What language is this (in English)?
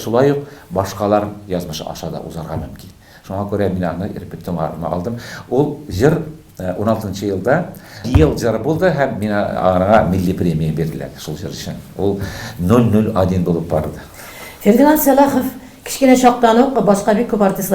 Tatar